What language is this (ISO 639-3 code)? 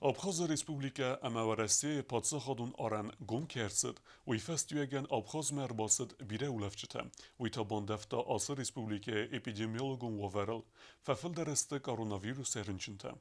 oss